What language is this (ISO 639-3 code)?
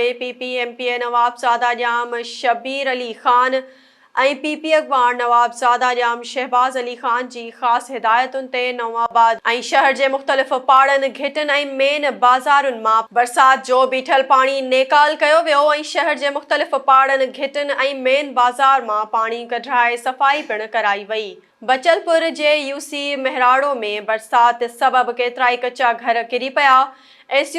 snd